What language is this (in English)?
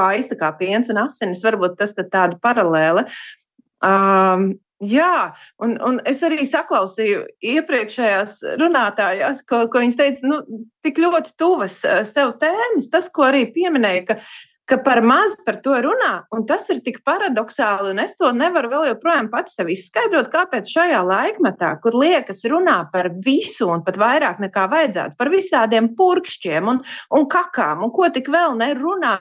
Latvian